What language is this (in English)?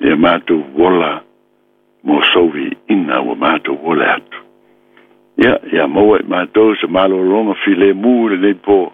Samoan